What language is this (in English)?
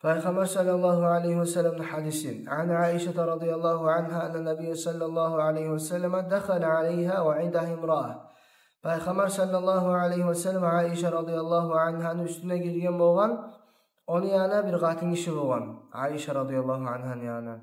Kumyk